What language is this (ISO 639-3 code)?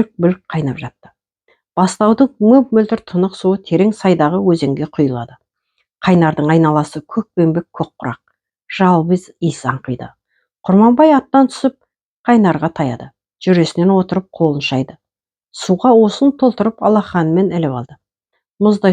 kaz